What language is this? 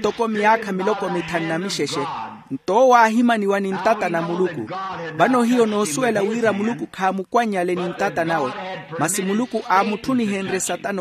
Makhuwa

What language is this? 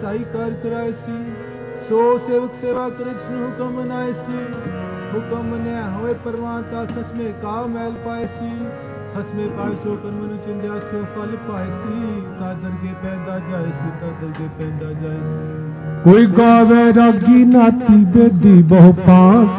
Punjabi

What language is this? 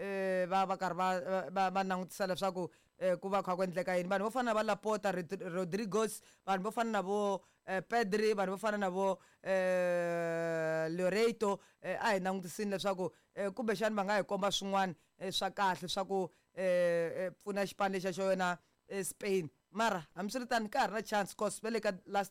Tsonga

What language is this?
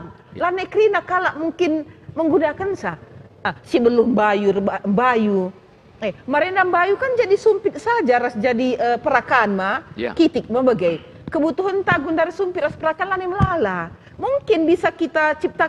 Batak Karo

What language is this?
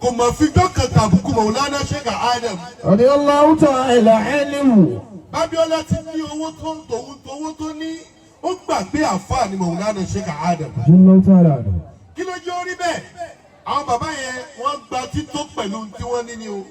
Yoruba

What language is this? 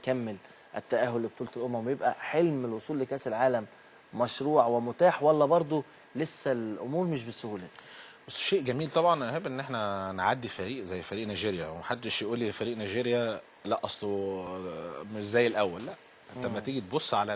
Egyptian Arabic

